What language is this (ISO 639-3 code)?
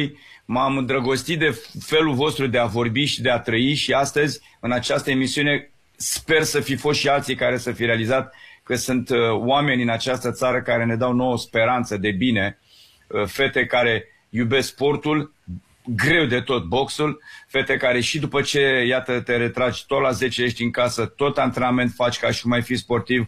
ron